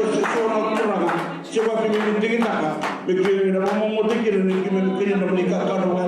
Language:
Fijian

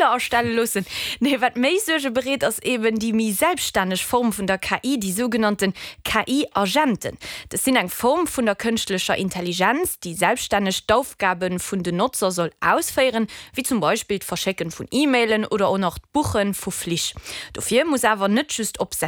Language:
Luxembourgish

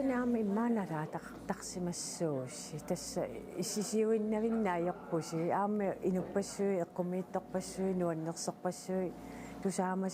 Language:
Kalaallisut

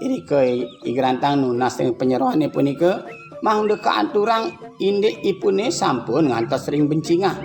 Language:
Balinese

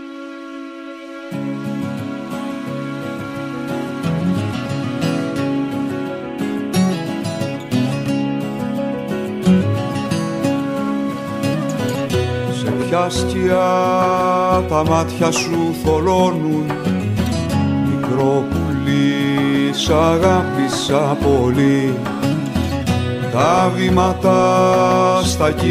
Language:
Greek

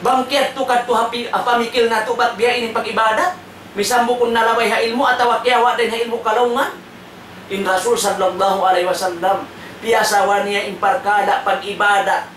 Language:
Tausug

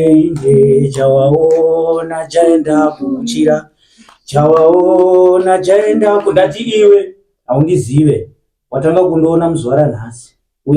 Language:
Shona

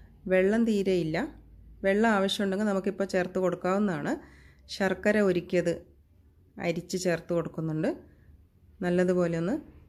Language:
Malayalam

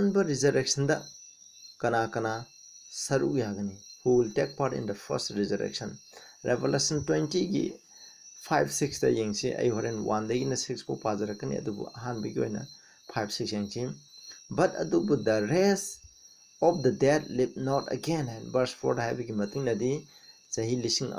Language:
Manipuri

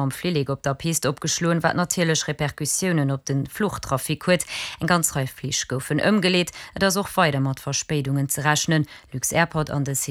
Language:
Luxembourgish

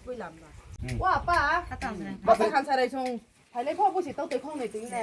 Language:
Riang (India)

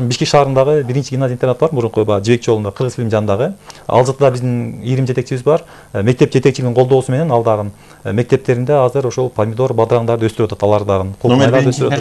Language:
Kyrgyz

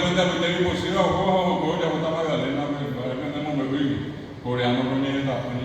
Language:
Guarani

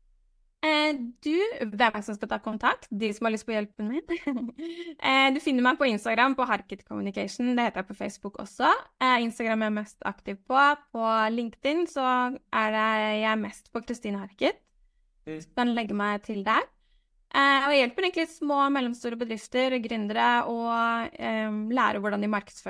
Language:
Norwegian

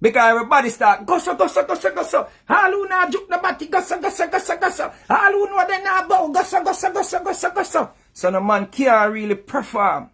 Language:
Jamaican Creole English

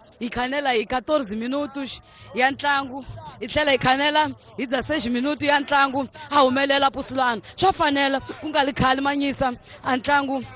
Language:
Tsonga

